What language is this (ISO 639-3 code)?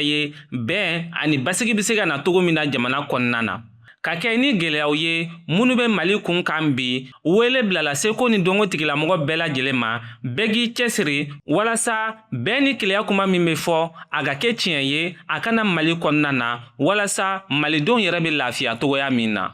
bam